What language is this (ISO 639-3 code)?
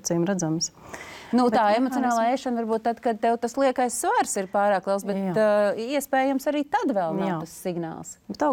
lav